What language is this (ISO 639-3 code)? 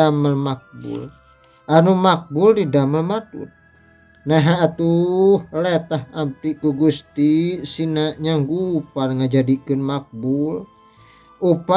sun